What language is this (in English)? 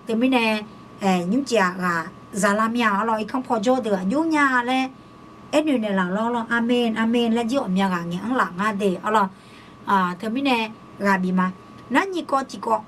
Akha